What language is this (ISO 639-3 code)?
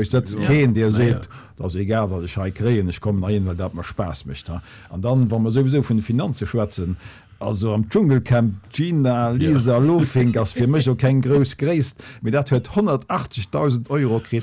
ltz